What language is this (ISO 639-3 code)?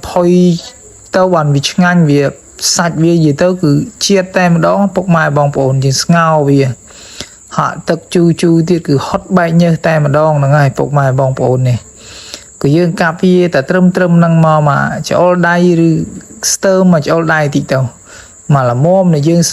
khm